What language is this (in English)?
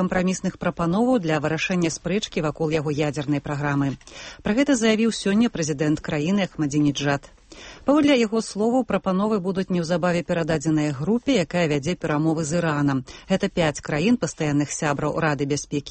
Belarusian